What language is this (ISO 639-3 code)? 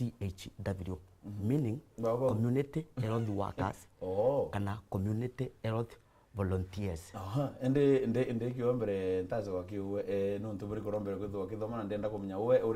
mer